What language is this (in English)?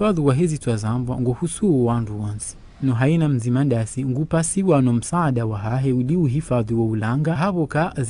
Ngazidja Comorian